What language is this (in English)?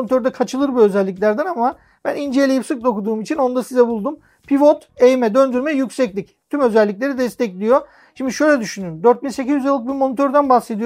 Turkish